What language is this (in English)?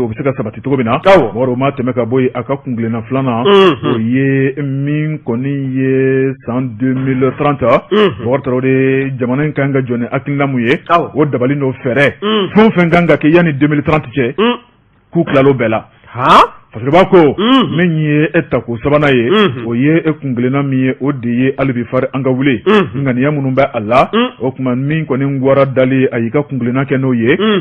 Bambara